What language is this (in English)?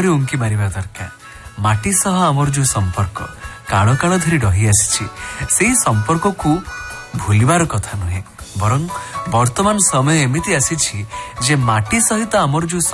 Odia